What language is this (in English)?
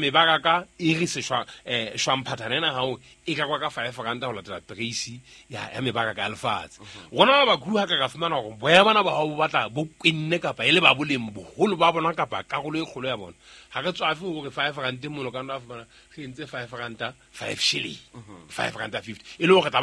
Southern Sotho